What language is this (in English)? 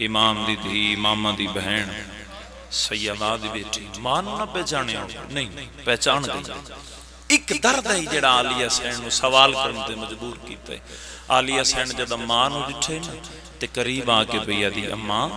Pahari-Potwari